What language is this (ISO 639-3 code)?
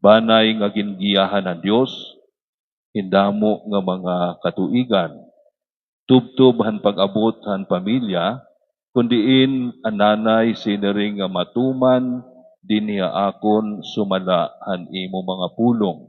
war